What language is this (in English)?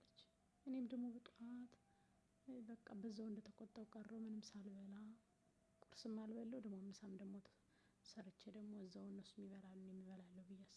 Amharic